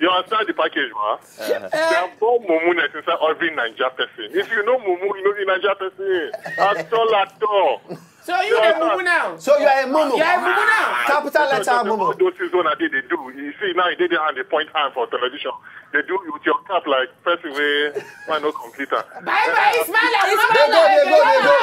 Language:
Nigerian Pidgin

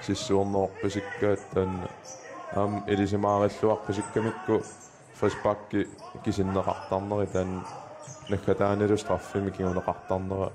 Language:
Kalaallisut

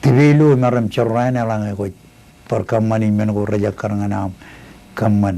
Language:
Marshallese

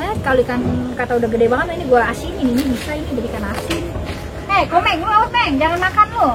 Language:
Betawi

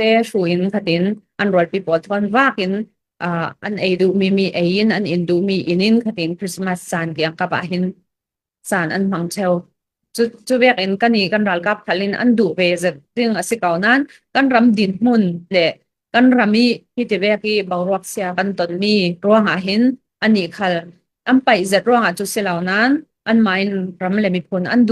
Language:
Falam Chin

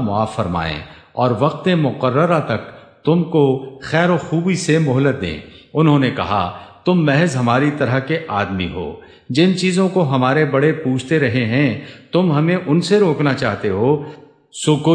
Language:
Urdu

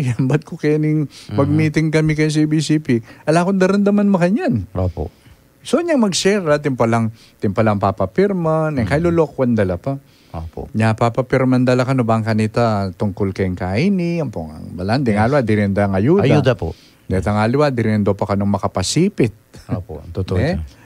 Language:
Pampanga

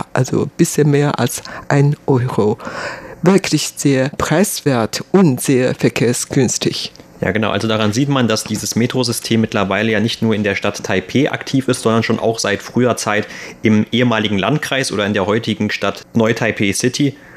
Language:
German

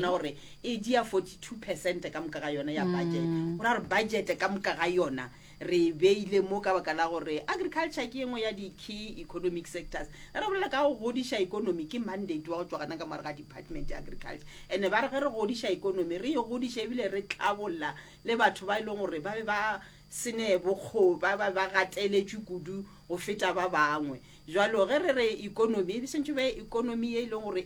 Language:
Northern Sotho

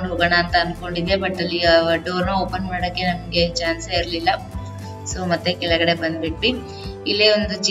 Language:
Kannada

